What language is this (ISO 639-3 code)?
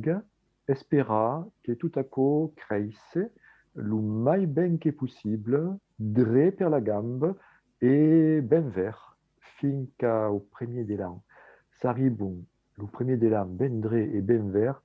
oci